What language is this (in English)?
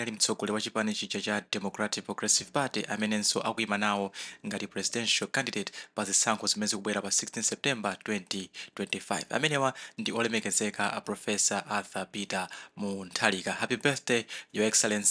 Nyanja